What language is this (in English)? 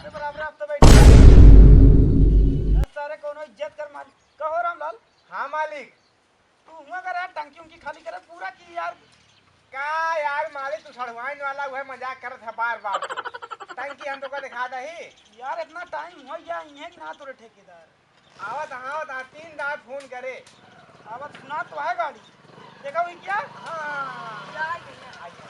Awadhi